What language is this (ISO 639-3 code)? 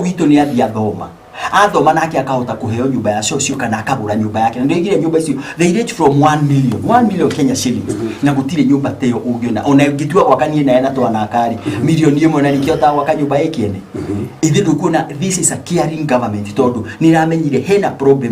kik